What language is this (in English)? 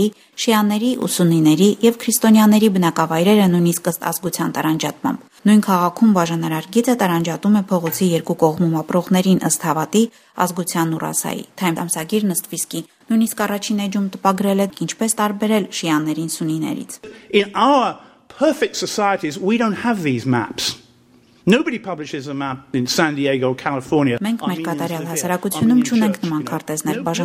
Armenian